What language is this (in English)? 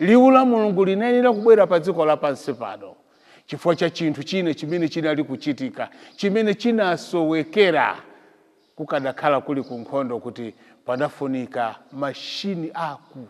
Nyanja